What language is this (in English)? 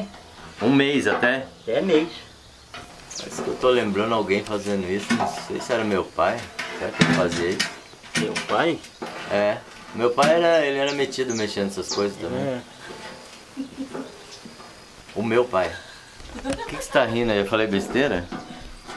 Portuguese